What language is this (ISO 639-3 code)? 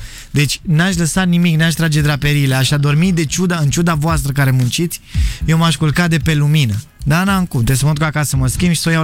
ron